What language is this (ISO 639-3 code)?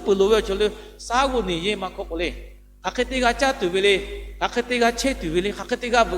lhu